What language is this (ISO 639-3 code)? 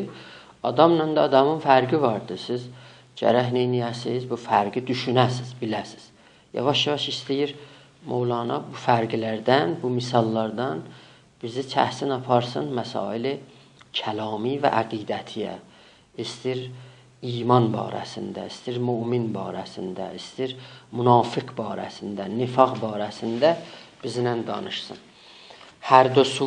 azb